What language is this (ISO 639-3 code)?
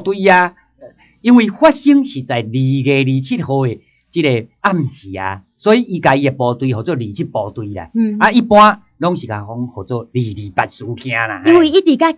nan